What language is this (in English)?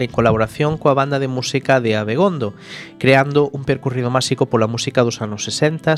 Galician